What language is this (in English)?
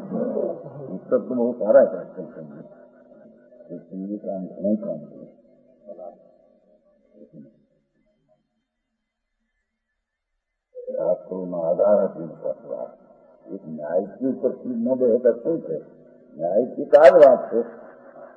Gujarati